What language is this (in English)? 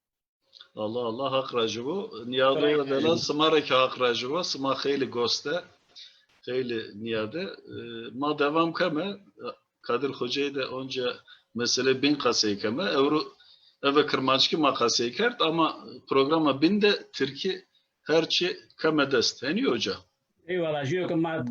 Zaza